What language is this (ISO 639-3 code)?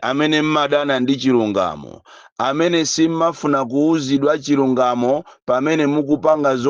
nya